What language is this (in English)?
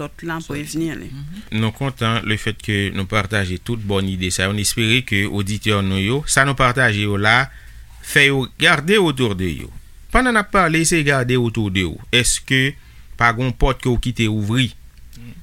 Haitian Creole